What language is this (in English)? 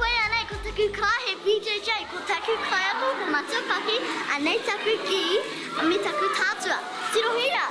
Māori